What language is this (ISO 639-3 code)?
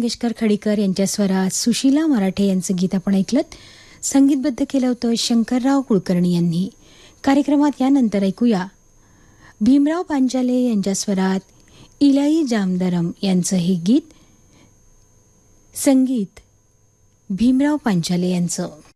mar